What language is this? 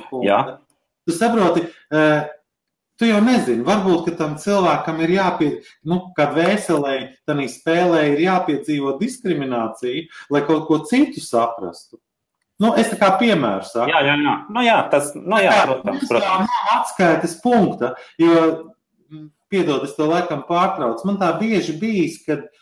Latvian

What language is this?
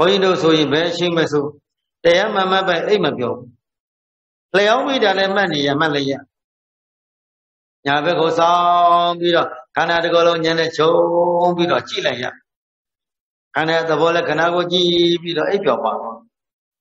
Burmese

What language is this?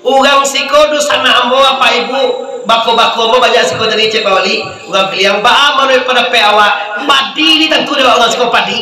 Minangkabau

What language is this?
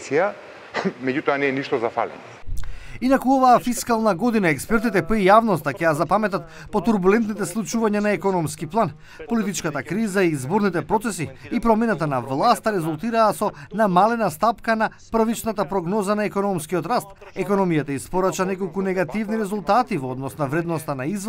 Macedonian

